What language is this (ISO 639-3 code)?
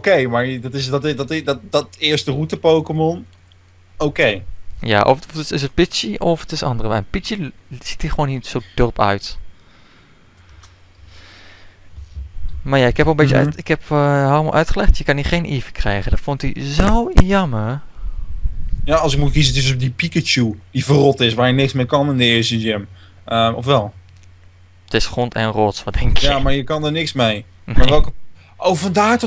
nld